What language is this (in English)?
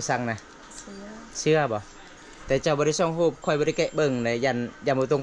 Lao